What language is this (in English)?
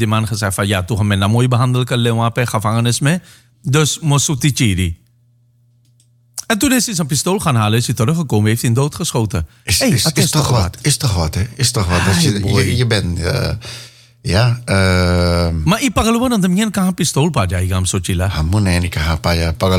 Dutch